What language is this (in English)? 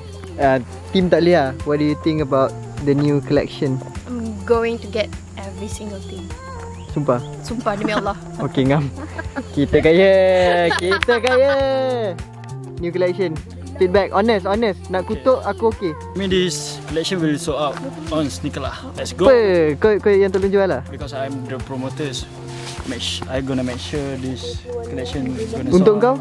Malay